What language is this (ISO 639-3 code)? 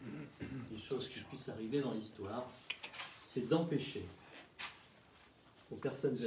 fra